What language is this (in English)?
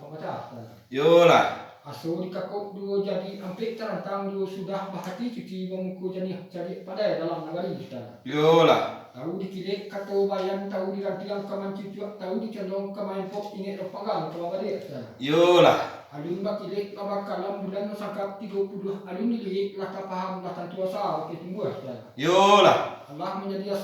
Minangkabau